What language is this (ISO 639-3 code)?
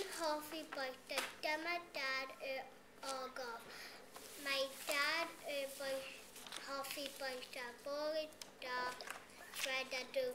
cym